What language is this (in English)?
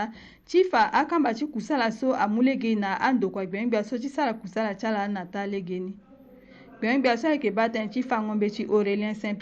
Sango